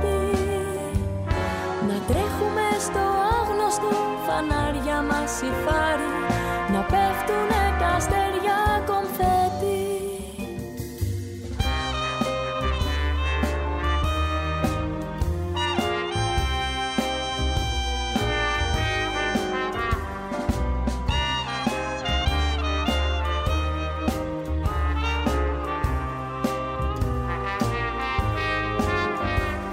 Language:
Greek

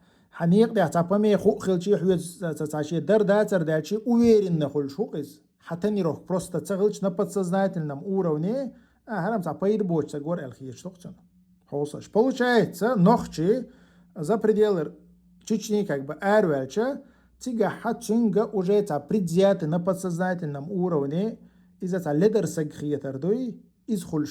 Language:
Chechen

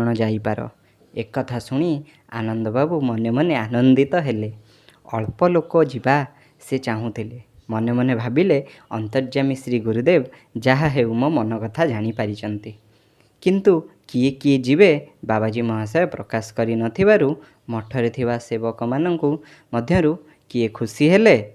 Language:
Odia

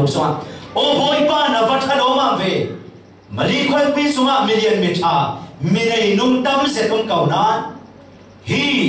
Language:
Falam Chin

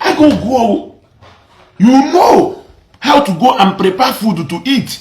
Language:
Igbo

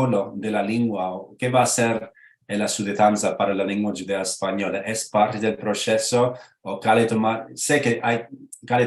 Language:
Ladino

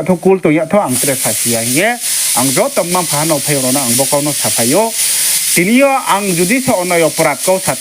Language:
Riang (India)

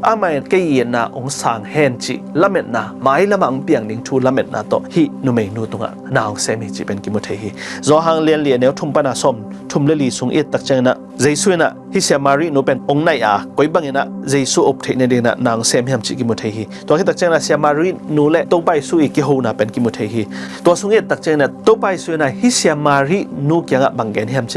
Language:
Tedim Chin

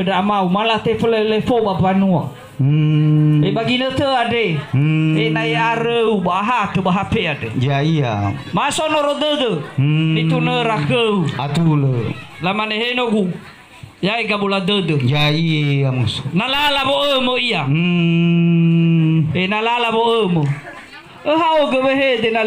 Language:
Nias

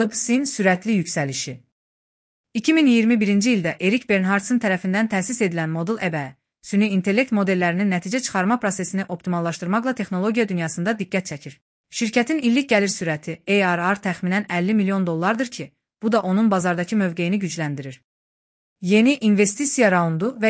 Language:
Azerbaijani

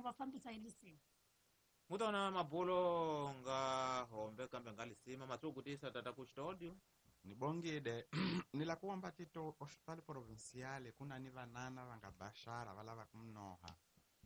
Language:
Tsonga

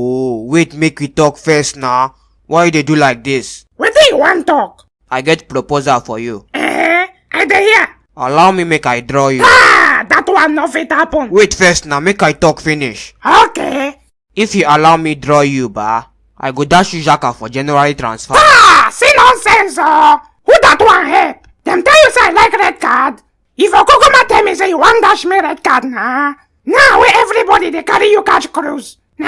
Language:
Nigerian Pidgin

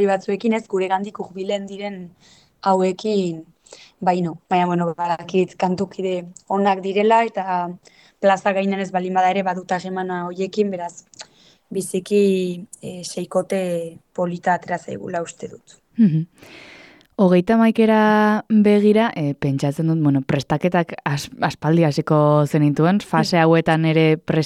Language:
Basque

